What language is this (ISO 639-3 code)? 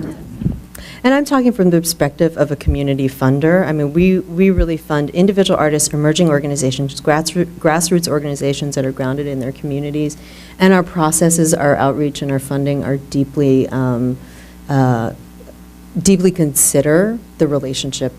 eng